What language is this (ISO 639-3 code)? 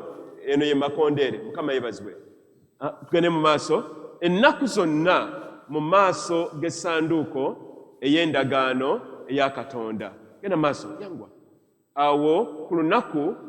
lug